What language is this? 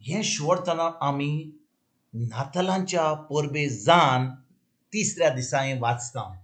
Konkani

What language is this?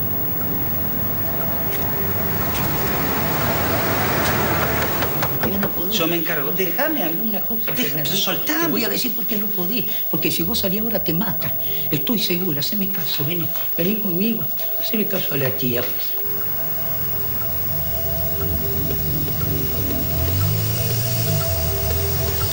Spanish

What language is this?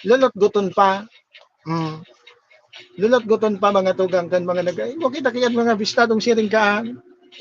Bikol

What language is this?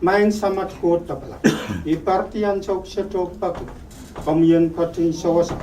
Pohnpeian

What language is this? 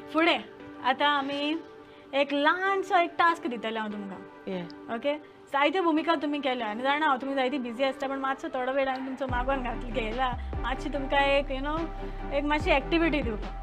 Konkani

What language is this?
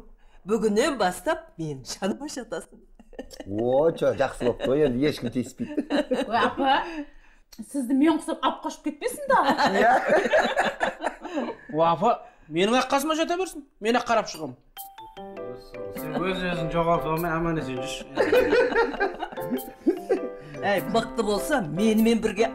Kazakh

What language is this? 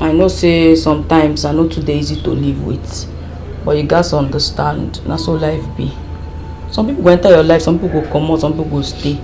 Nigerian Pidgin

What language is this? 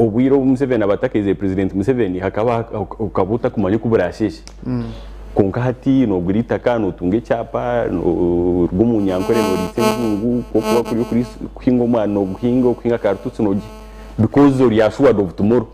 Nyankole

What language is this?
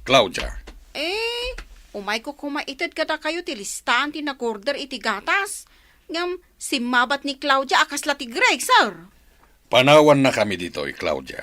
Iloko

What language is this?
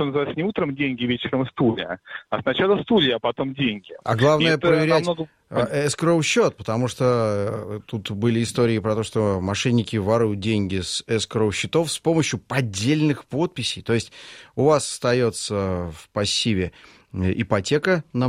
Russian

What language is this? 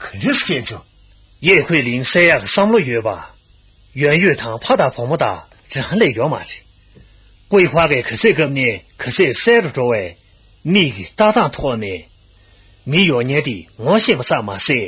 Tibetan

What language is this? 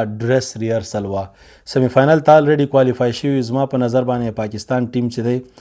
Pashto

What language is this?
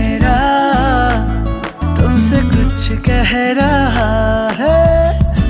Hindi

